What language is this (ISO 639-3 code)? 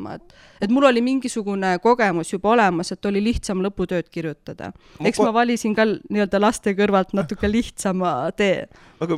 est